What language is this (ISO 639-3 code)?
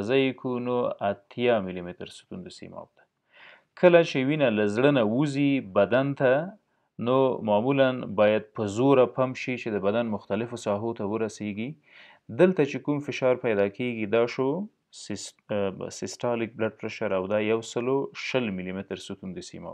pus